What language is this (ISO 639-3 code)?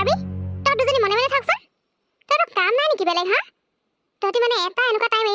asm